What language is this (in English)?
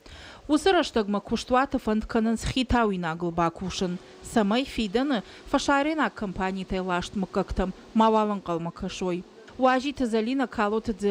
Ossetic